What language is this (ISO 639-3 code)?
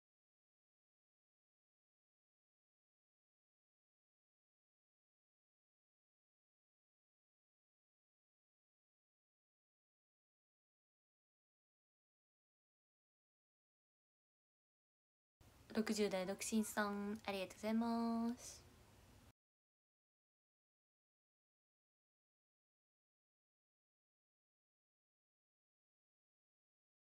jpn